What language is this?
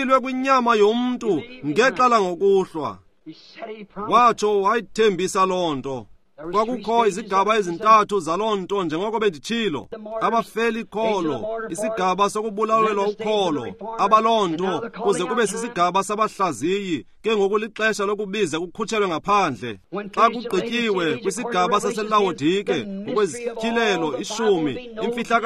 Xhosa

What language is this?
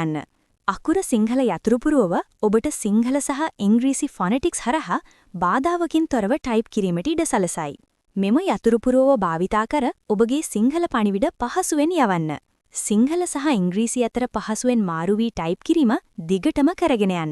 Sinhala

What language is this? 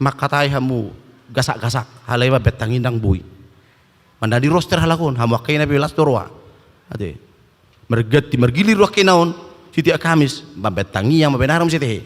Batak Toba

